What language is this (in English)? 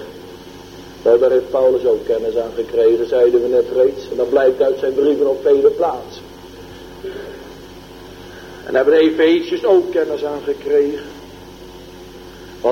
Dutch